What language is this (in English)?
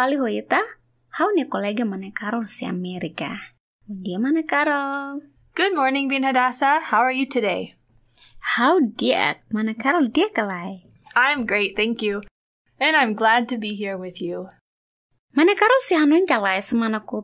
Tetum